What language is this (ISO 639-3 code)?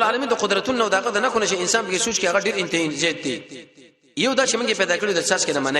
pus